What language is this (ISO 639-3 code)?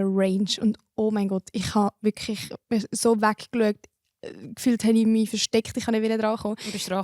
gsw